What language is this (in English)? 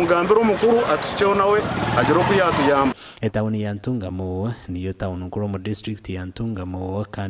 Nyankole